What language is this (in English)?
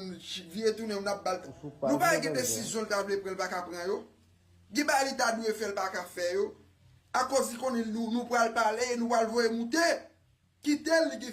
Haitian Creole